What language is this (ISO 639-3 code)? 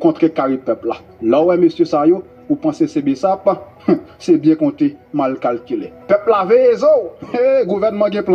hat